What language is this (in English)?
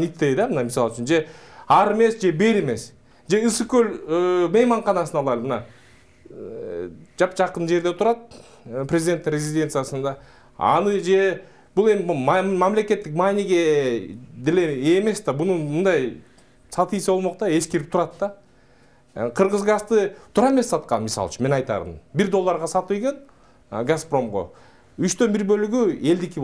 Kyrgyz